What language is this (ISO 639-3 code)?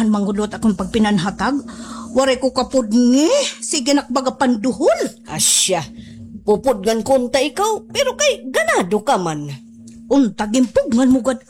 war